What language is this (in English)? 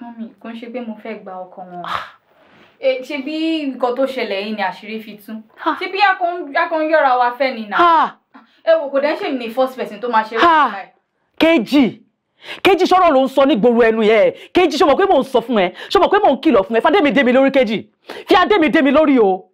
Yoruba